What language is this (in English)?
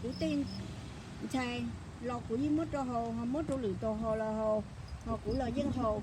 Hmong